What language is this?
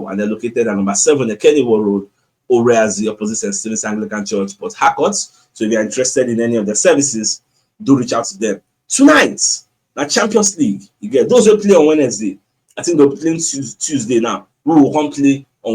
Nigerian Pidgin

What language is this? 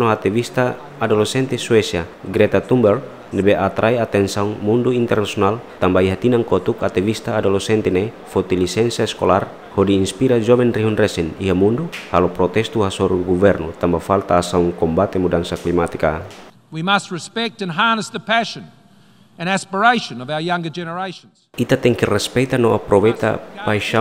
Tetum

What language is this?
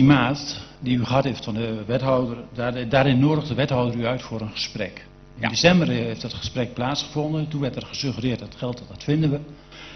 Dutch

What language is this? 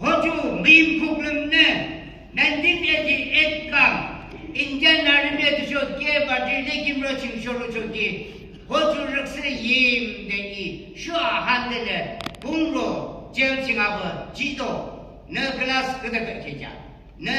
Yimchungru Naga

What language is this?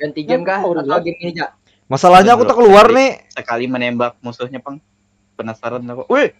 Banjar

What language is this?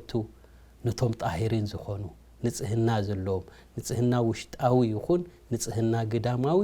Tigrinya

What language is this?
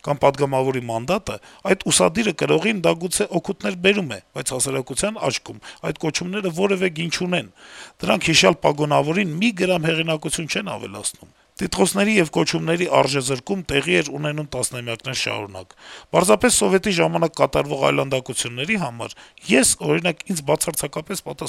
Armenian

